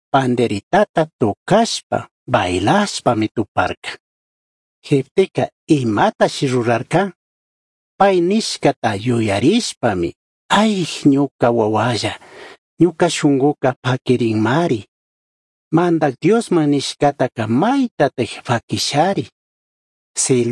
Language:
Chimborazo Highland Quichua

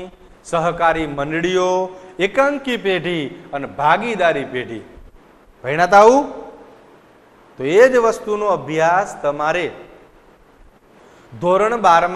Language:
Gujarati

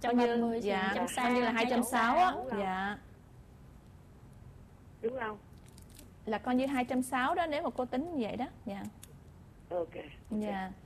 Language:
Vietnamese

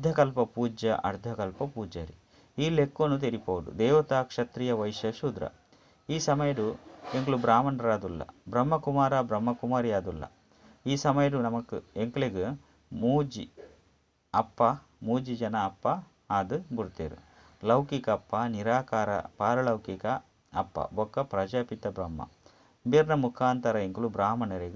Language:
Tulu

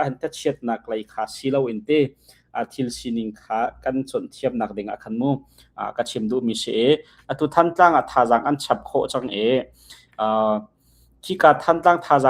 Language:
Hakha Chin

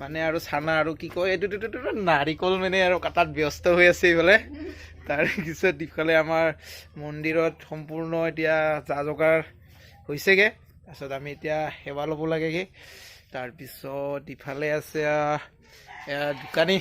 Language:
Assamese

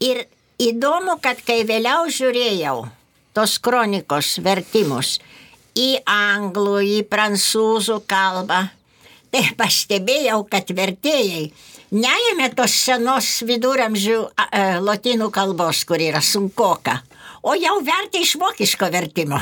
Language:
Lithuanian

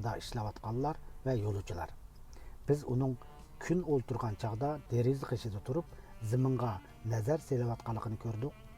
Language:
Uyghur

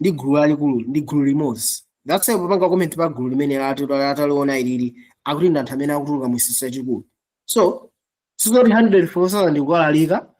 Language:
Nyanja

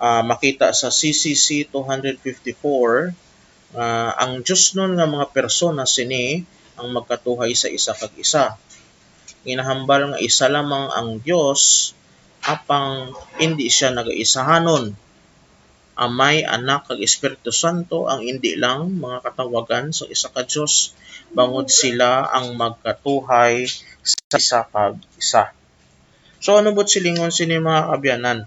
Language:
Hiligaynon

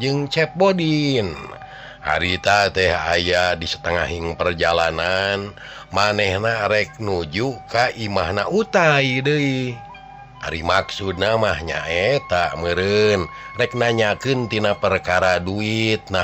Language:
Sundanese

